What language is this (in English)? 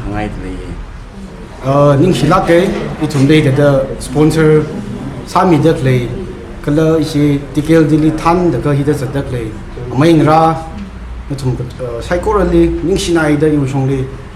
Tangkhul Naga (India)